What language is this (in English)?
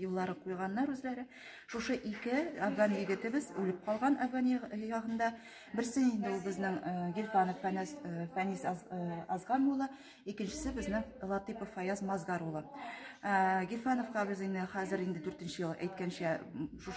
Tatar